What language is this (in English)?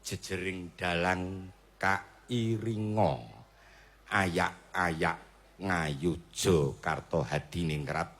Javanese